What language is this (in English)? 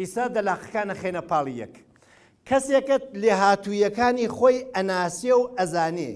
Central Kurdish